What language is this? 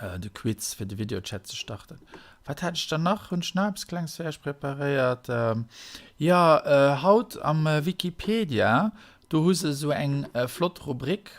Luxembourgish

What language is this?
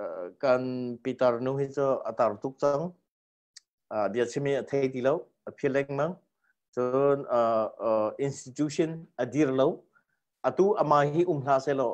Hakha Chin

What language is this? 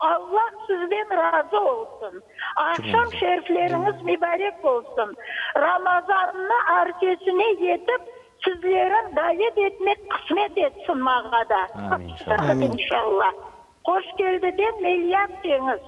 Crimean Tatar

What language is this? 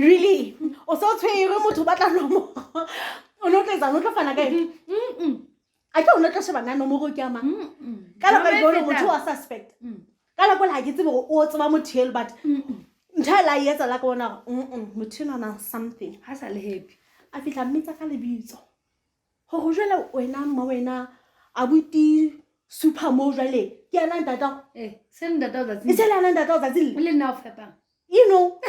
Southern Sotho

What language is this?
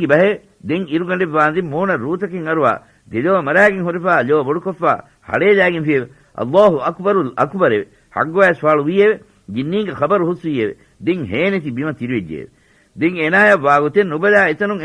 Divehi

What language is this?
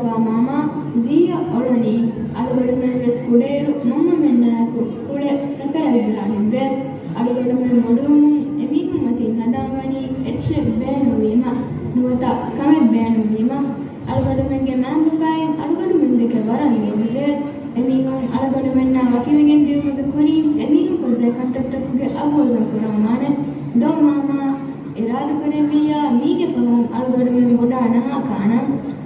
Divehi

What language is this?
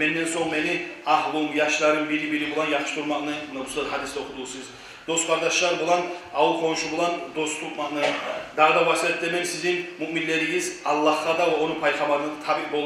Kumyk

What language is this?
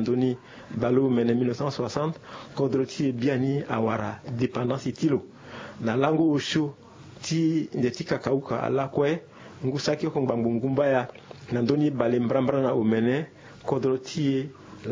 Sango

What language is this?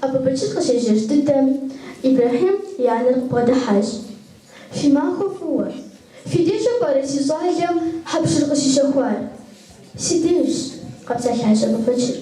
Kabardian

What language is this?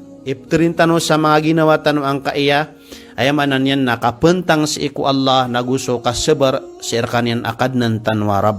Maranao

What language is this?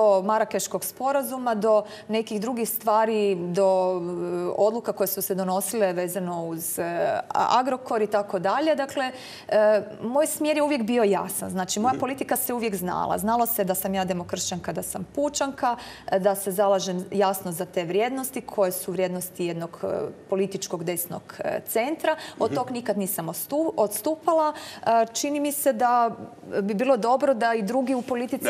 Croatian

